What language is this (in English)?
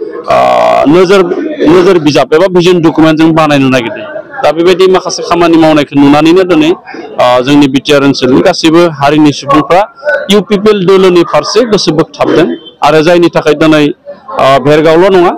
Bodo